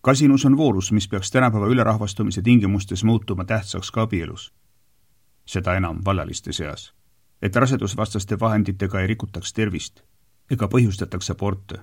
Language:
Estonian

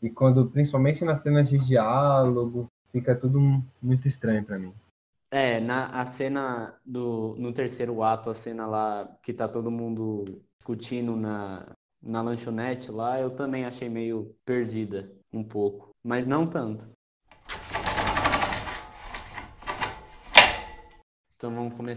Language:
Portuguese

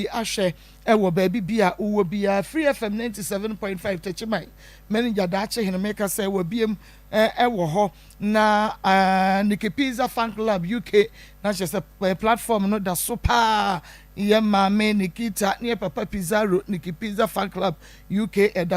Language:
Akan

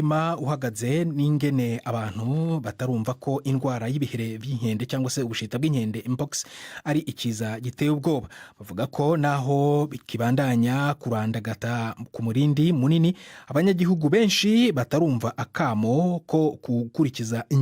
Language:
Rundi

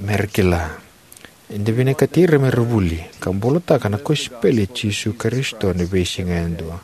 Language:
Fijian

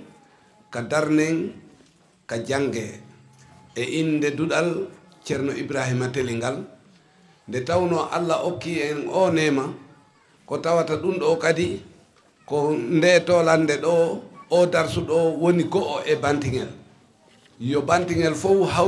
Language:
Fula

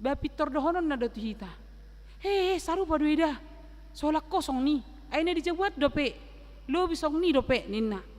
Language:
Batak Toba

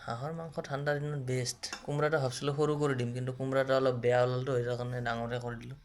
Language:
Assamese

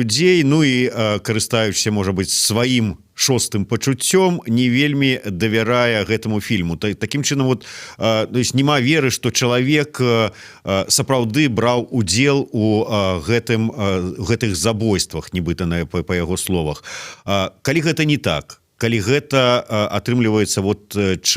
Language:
Belarusian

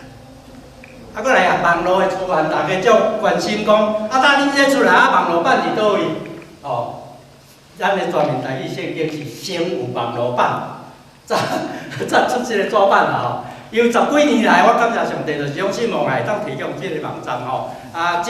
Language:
Min Nan Chinese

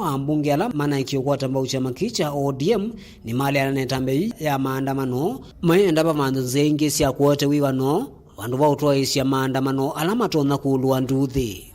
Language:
Kamba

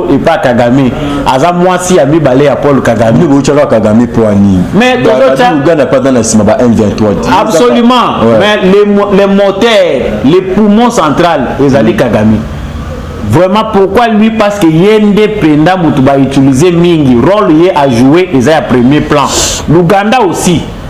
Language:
Lingala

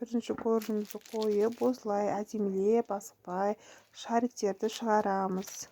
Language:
Kazakh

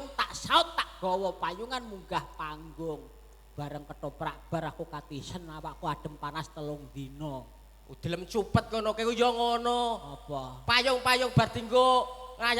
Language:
Javanese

